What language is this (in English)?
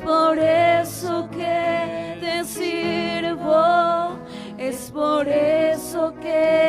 Aymara